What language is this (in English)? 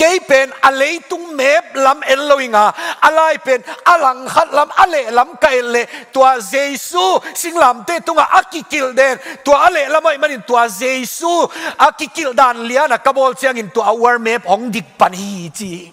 Tedim Chin